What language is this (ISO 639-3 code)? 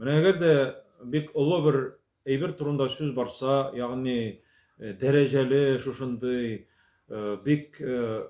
tat